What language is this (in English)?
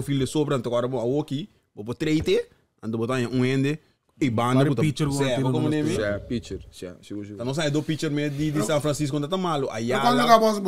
Papiamento